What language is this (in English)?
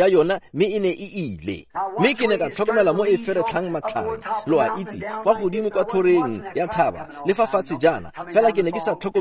Tswana